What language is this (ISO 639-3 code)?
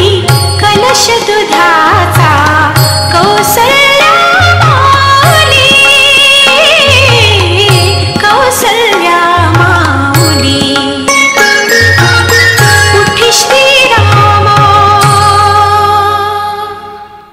mar